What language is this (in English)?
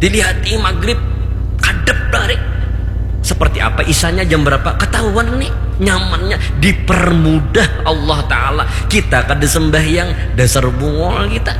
Banjar